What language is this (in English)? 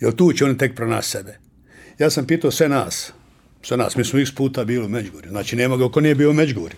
Bosnian